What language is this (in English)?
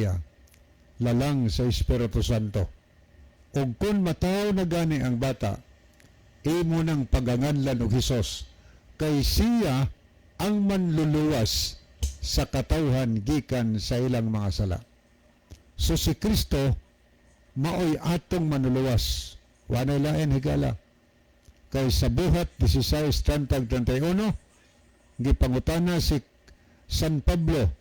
Cebuano